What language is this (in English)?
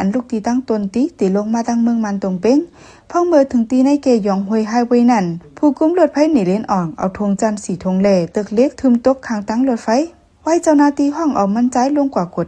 Shan